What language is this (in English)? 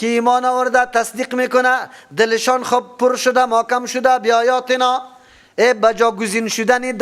Persian